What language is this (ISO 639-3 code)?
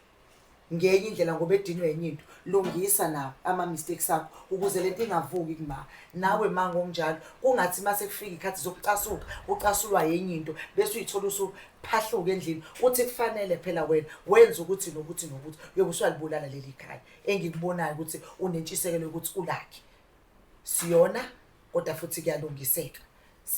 zul